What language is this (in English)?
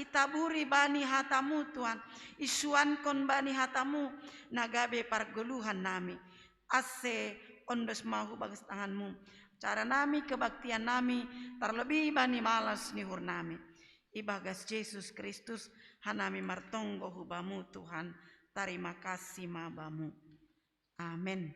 Batak Simalungun